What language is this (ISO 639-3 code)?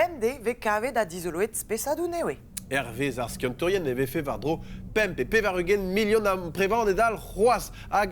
bre